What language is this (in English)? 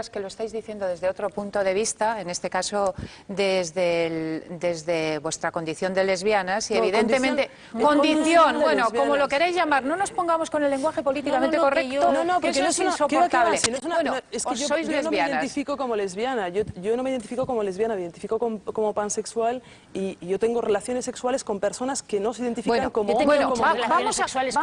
Spanish